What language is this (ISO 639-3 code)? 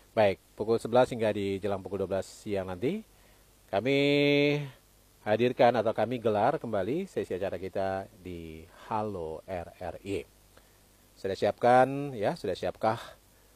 ind